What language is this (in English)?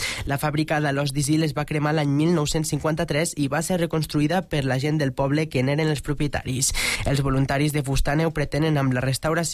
Catalan